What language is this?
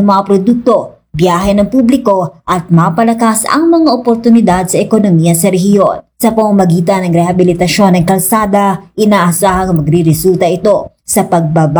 Filipino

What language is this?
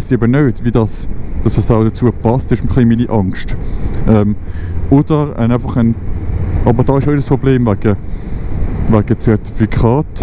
Swiss German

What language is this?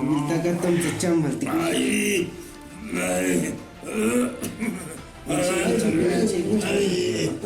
Chuj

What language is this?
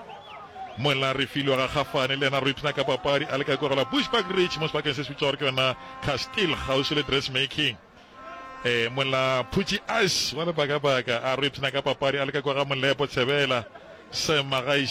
Northern Sotho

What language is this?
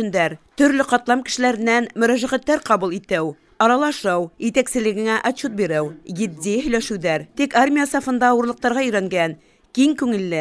Bashkir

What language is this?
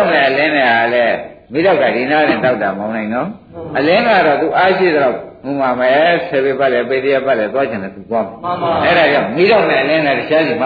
Burmese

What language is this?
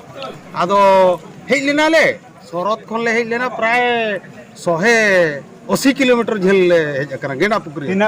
Santali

